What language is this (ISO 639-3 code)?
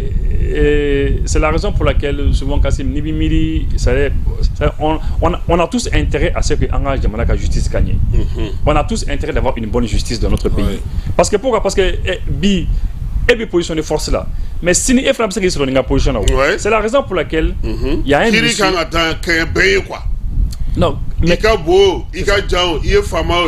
bam